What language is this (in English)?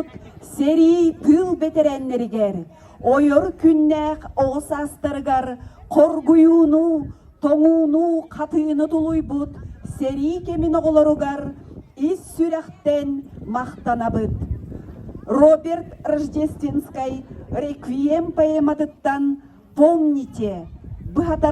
Yakut